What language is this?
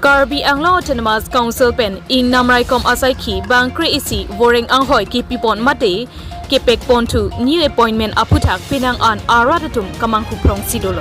Karbi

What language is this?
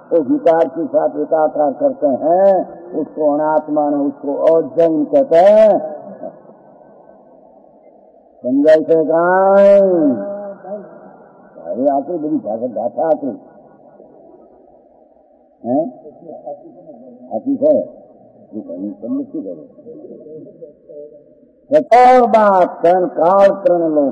Hindi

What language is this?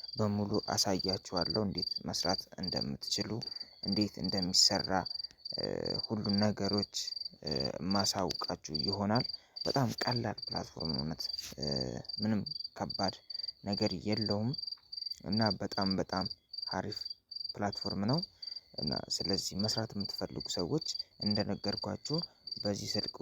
Amharic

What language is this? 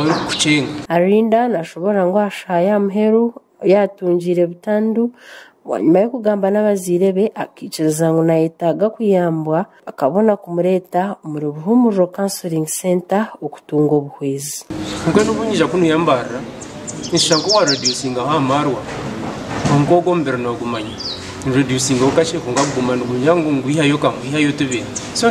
Nyankole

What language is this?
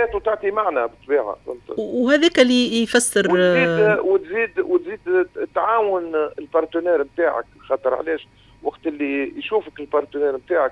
Tunisian Arabic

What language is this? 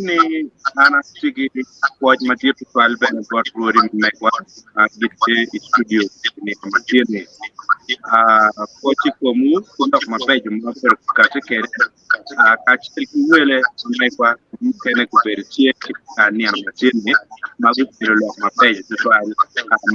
Acoli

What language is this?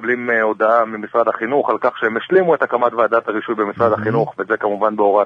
Hebrew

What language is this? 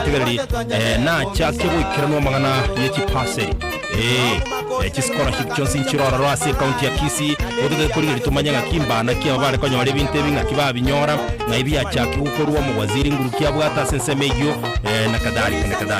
Gusii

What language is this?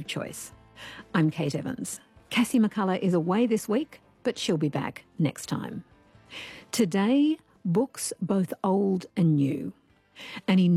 English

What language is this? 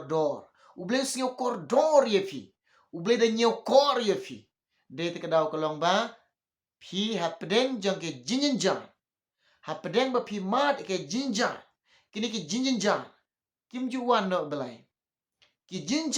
Khasi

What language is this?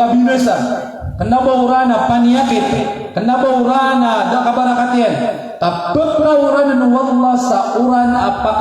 Maranao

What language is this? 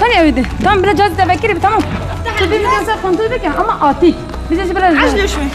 Kurdish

